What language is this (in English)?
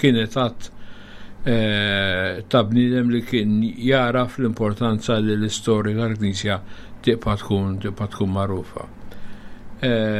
Maltese